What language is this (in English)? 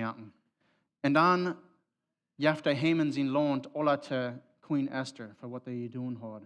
Plautdietsch